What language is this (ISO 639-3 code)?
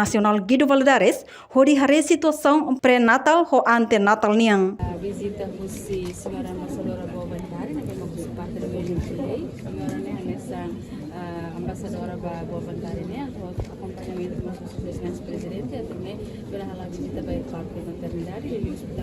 tet